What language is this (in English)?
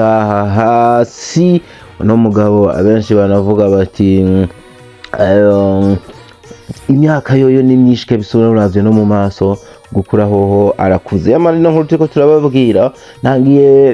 Rundi